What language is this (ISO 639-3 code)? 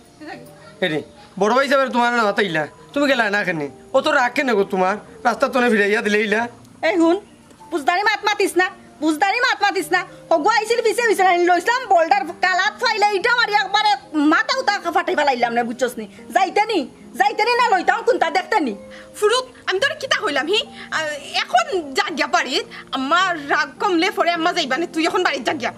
syl